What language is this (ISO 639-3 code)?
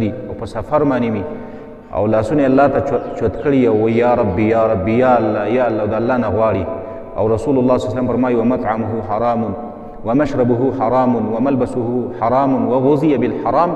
pus